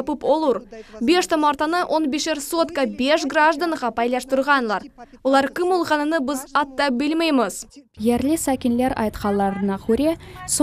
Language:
Crimean Tatar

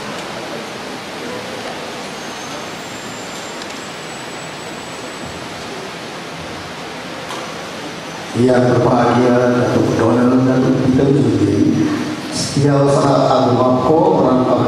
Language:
Malay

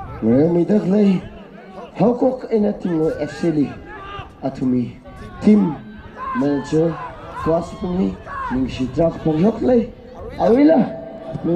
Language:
Tangkhul Naga (India)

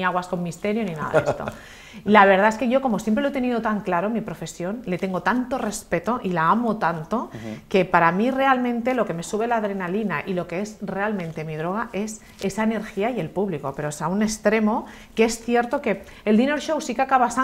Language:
Spanish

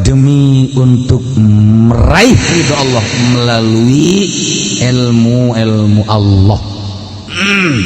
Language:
Sundanese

